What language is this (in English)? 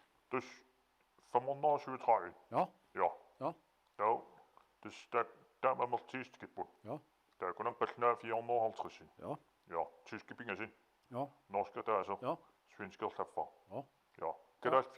Kalaallisut